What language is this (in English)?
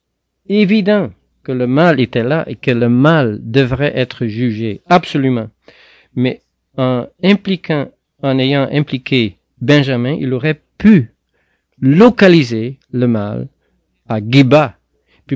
French